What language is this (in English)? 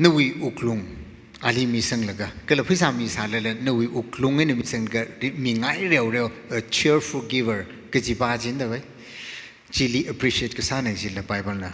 Tangkhul Naga (India)